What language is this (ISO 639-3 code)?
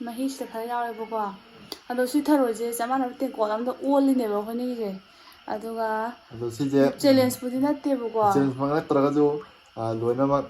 mni